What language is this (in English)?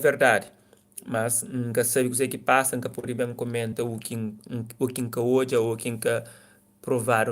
Kabuverdianu